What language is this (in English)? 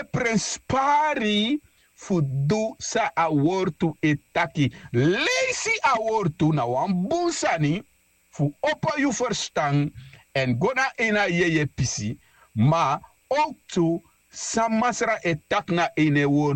Sranan Tongo